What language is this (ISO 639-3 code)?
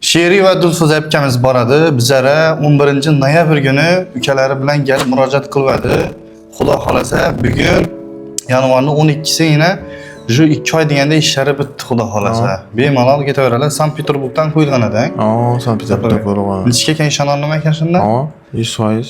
uzb